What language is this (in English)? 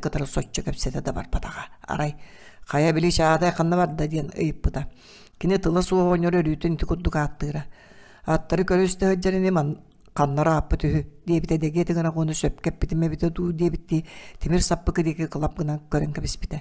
Yakut